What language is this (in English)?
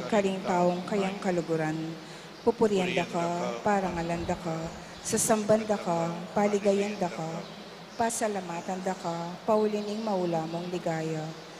Pampanga